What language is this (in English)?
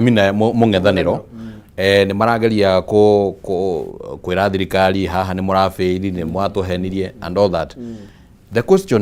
Kikuyu